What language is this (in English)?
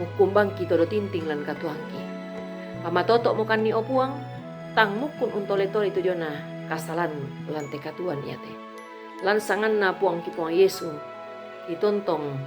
Toraja-Sa'dan